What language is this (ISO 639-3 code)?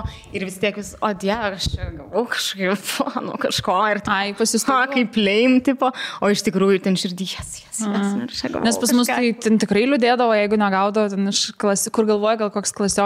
lit